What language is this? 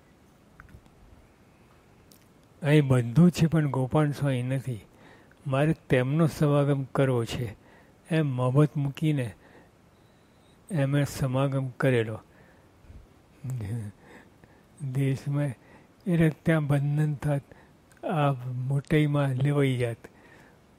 Gujarati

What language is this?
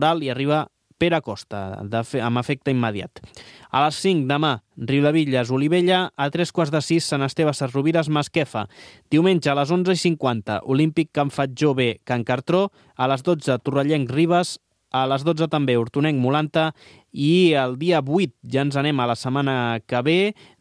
Catalan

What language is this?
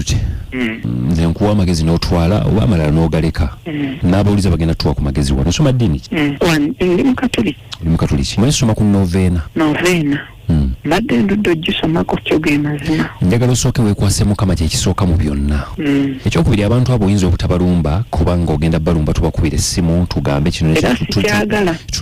Ganda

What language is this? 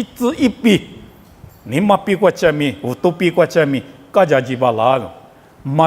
Lisu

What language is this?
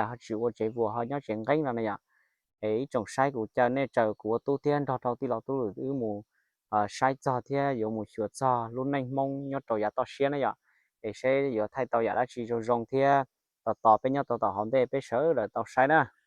Hmong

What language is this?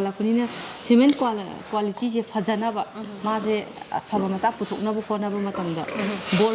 Manipuri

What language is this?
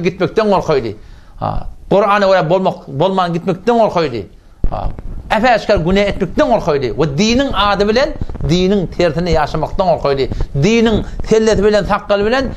Turkmen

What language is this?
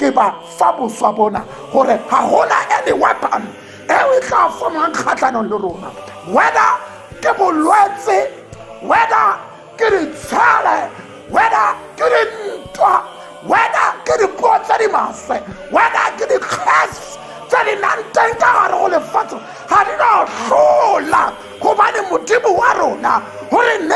Tswana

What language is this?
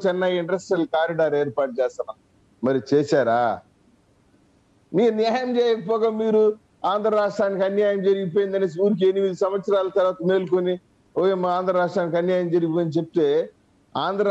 Telugu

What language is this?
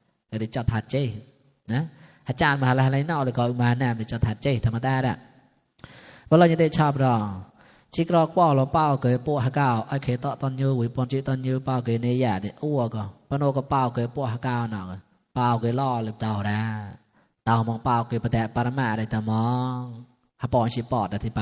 Mon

